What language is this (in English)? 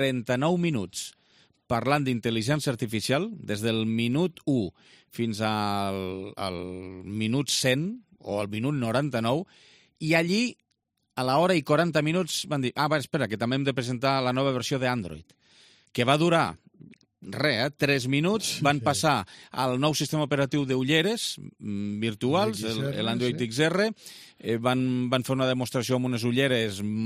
Catalan